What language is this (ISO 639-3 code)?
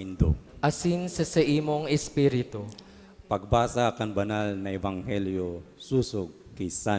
bik